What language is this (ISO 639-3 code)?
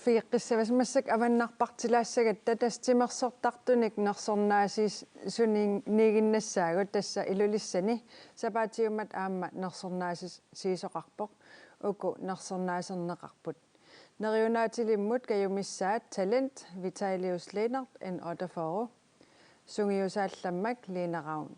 kal